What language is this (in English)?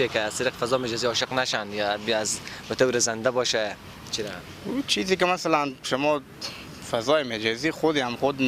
Persian